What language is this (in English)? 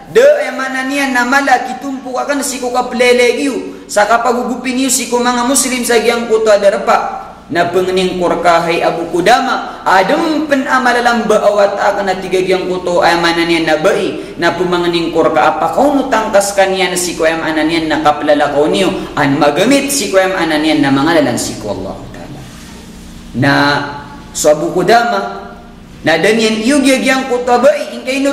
Maranao